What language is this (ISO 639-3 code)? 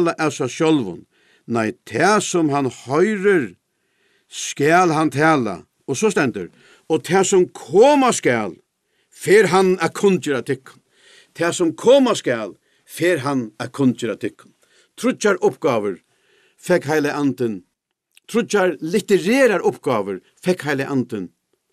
fao